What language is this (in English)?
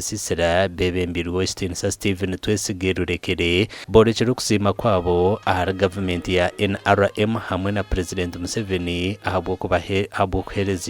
Nyankole